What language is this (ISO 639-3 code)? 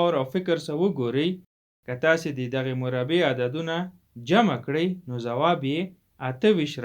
pus